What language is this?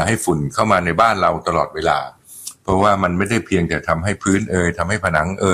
Thai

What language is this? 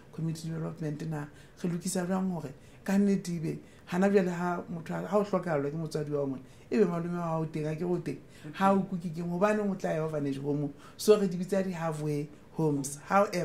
Southern Sotho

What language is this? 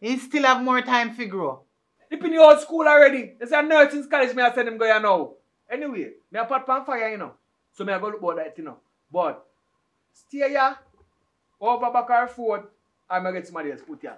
Jamaican Creole English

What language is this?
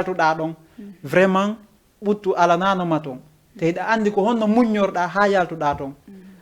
Fula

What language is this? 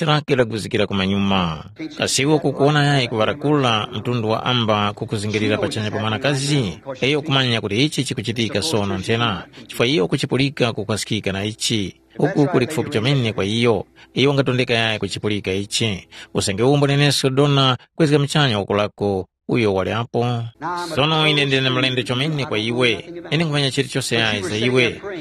Tumbuka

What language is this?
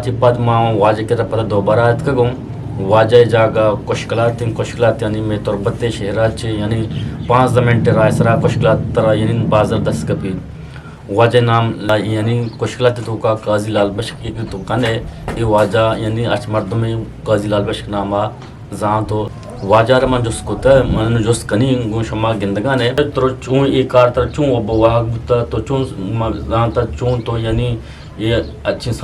Eastern Balochi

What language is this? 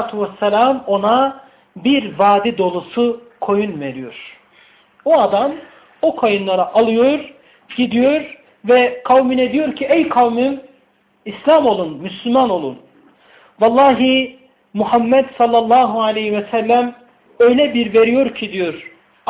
Turkish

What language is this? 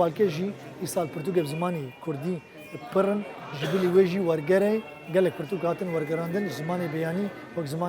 Kurdish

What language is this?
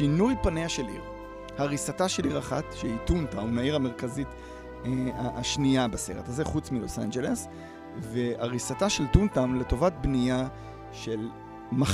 Hebrew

